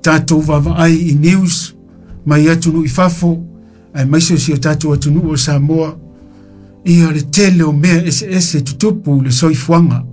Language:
Samoan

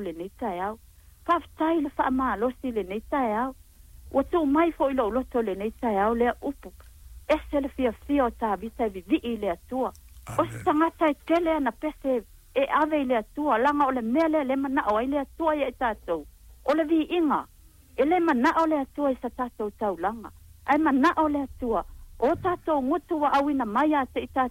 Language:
Samoan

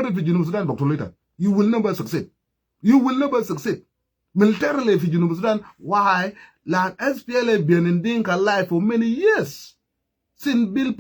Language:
Nuer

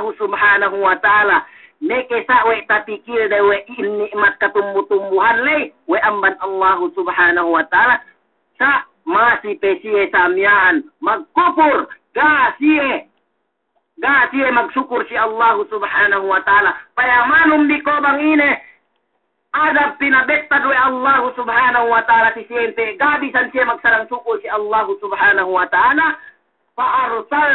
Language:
Yakan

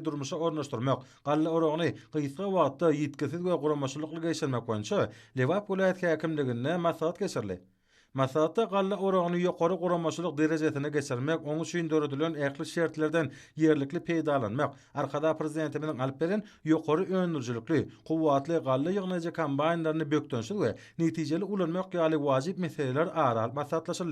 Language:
Turkmen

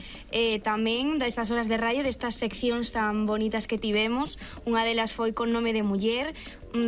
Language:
Galician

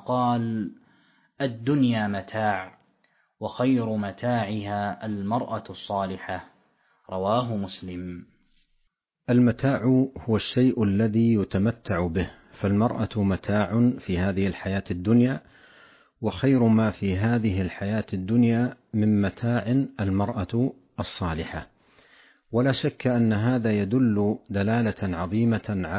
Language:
Arabic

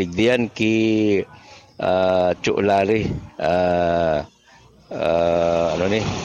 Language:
Bikol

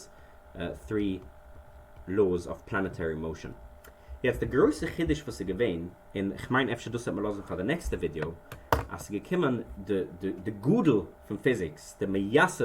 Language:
Yiddish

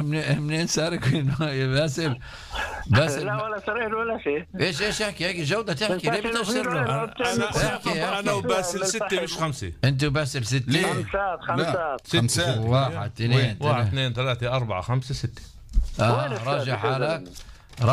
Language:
North Levantine Arabic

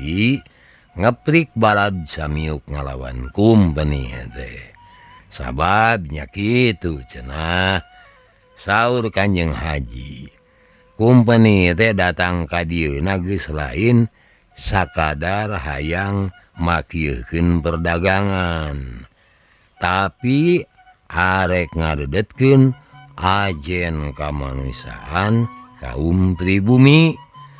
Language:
Sundanese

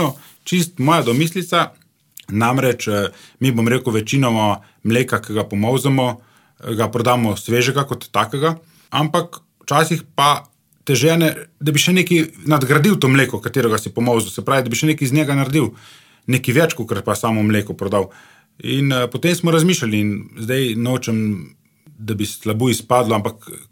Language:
Slovenian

